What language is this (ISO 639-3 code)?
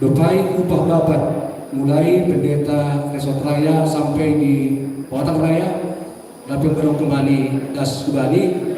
bts